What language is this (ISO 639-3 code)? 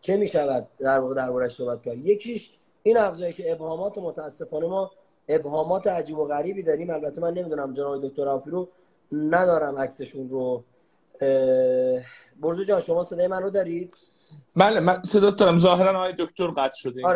fas